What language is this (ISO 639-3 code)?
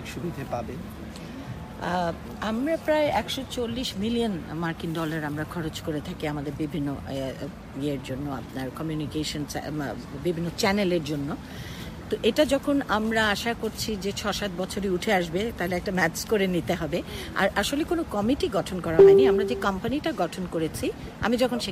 ben